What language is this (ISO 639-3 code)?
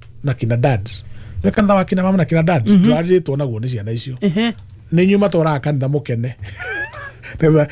kik